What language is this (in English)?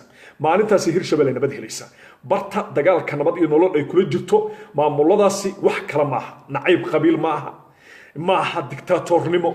Somali